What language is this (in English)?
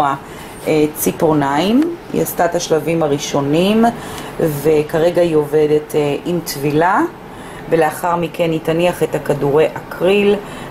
Hebrew